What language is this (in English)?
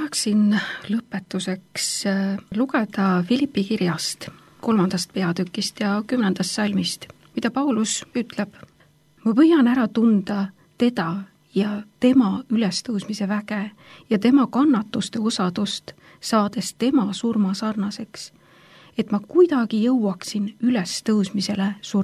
Estonian